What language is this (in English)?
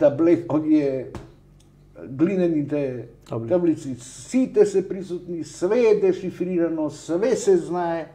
Macedonian